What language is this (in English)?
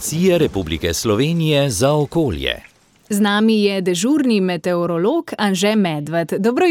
Slovenian